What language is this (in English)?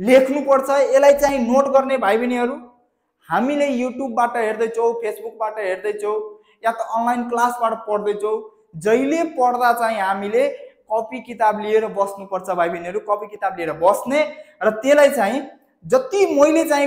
Nepali